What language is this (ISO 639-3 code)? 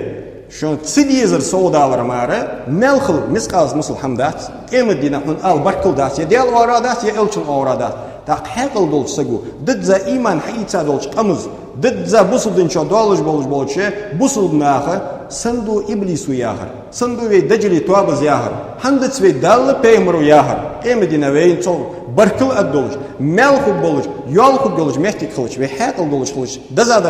inh